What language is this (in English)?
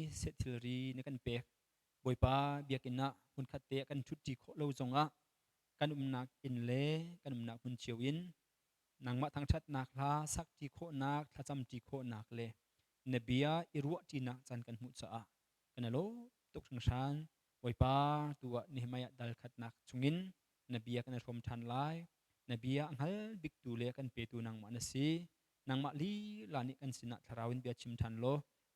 Hakha Chin